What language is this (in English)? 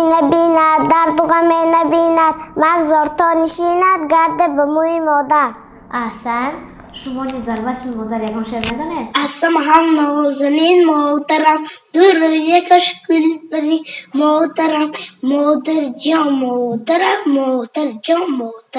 Tajik